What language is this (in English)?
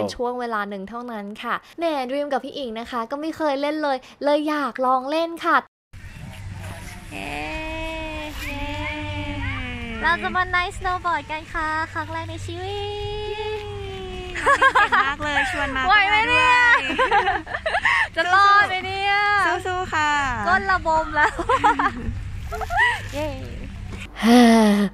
Thai